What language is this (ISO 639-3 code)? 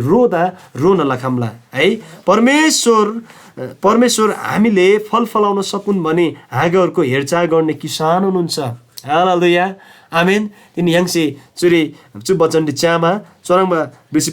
taj